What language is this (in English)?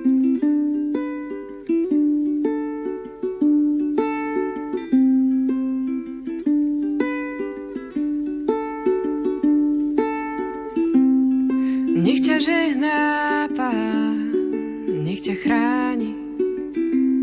Slovak